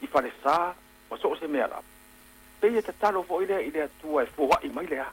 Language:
Samoan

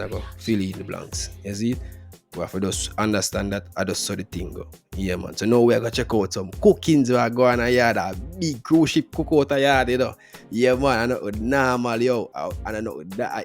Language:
Jamaican Creole English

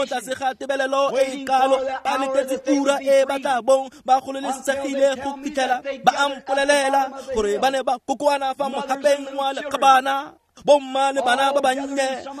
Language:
Tswana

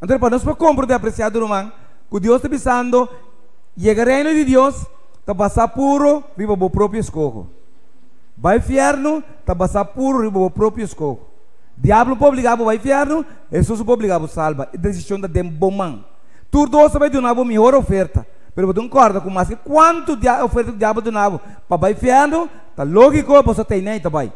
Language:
Papiamento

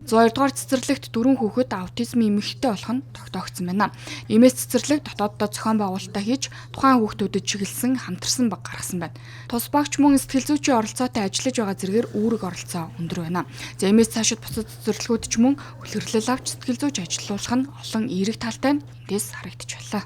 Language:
Mongolian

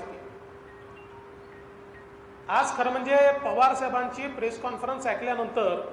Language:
Marathi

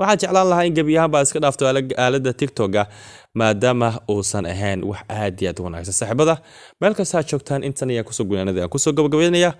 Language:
Somali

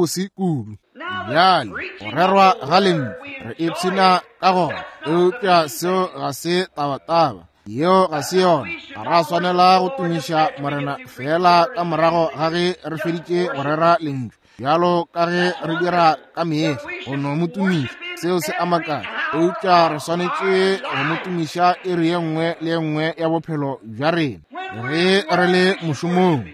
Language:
Northern Sotho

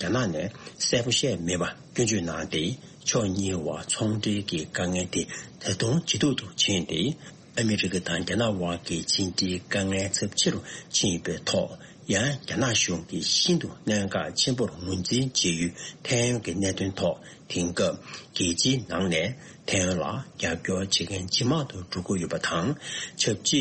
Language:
Tibetan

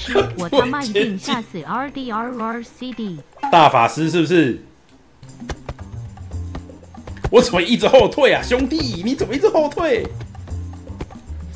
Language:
Chinese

